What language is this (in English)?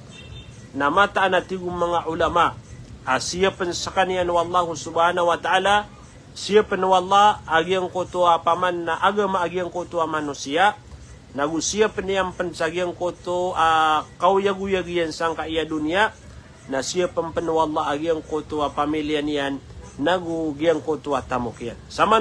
Maranao